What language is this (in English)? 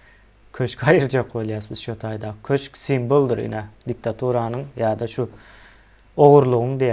Turkmen